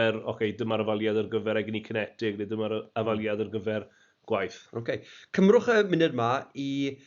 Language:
Welsh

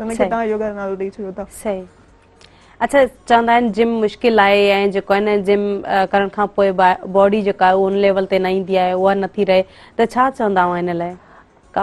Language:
Sindhi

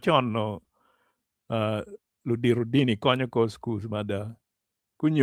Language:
Acoli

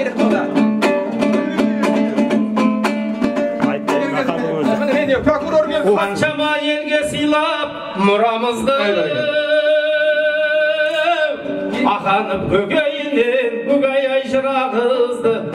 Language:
Kazakh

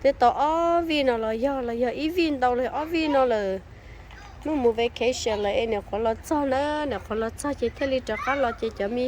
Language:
Hmong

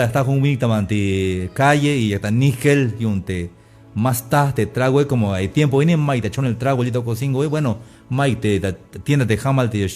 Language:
Tzeltal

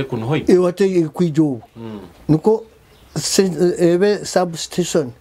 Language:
Nyoro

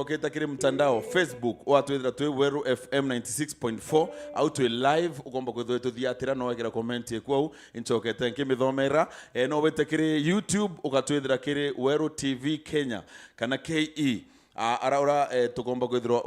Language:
Meru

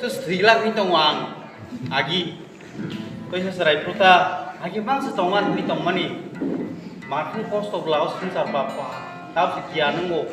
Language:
Kok Borok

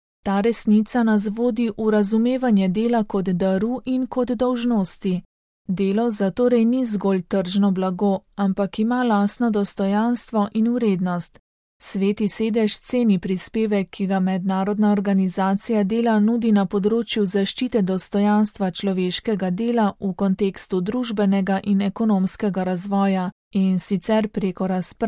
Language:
Slovenian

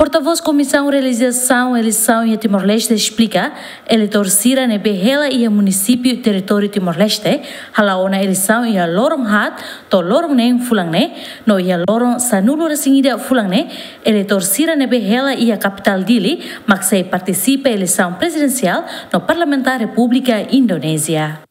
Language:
Tetum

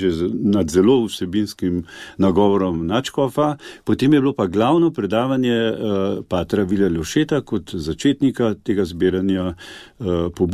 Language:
Slovenian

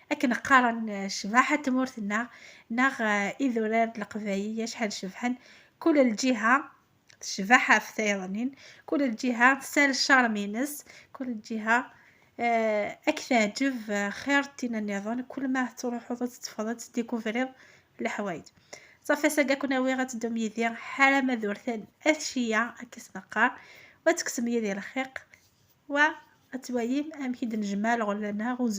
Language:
Kabyle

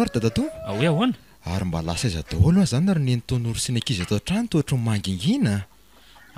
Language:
Malagasy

